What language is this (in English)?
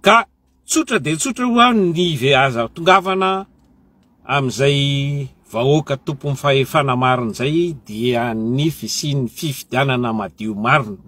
Malagasy